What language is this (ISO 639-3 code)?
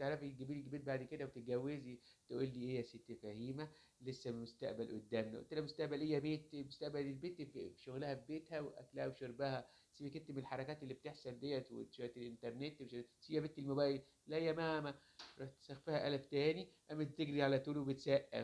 arz